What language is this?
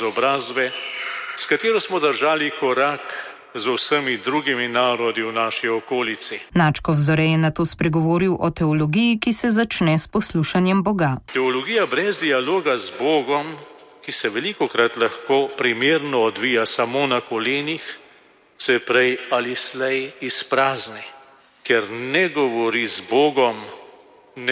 Slovenian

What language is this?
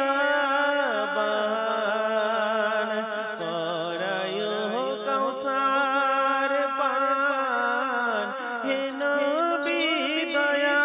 Bangla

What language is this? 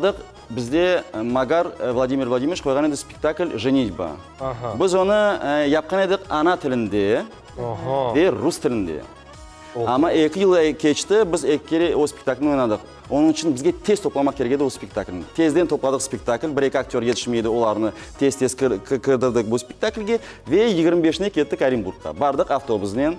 Crimean Tatar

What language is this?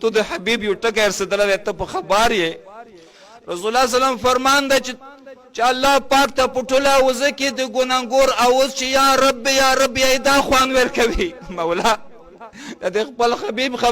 Pashto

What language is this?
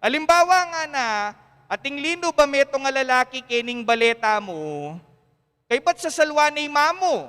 Pampanga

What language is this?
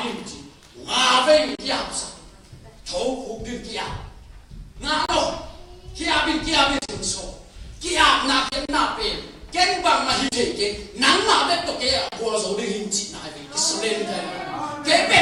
Tedim Chin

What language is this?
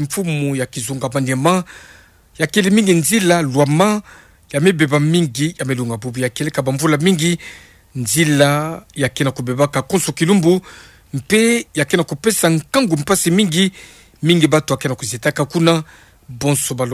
Kituba (Democratic Republic of Congo)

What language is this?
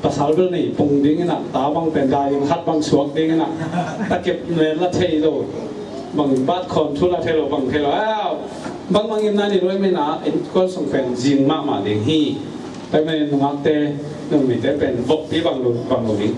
Tedim Chin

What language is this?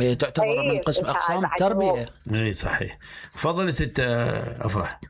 Mesopotamian Arabic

